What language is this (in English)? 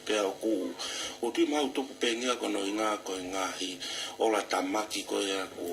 Tongan